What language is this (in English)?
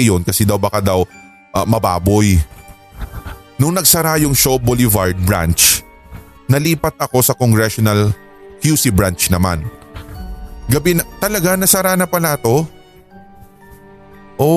Filipino